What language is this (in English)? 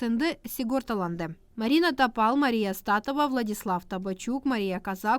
Gagauz